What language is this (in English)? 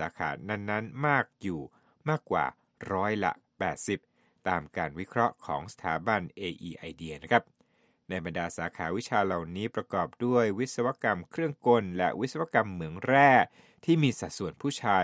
Thai